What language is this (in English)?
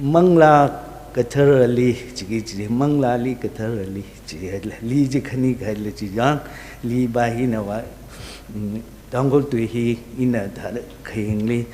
Tangkhul Naga (India)